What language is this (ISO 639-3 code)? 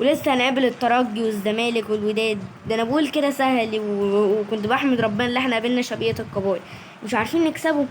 arz